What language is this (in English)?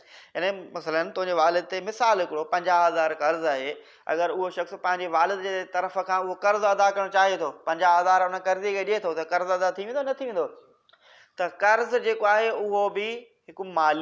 Sindhi